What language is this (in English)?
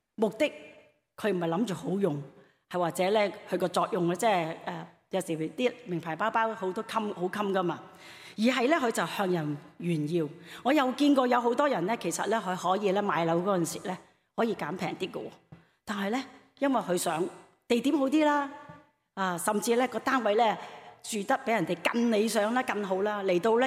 Cantonese